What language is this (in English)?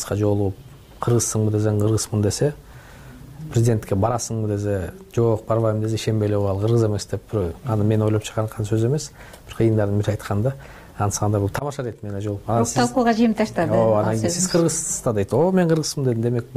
Kyrgyz